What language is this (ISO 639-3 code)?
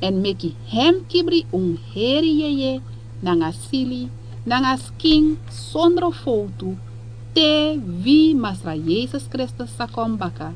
srn